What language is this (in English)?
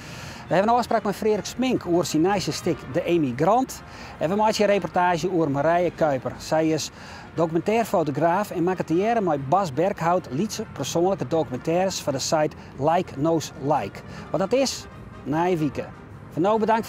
Western Frisian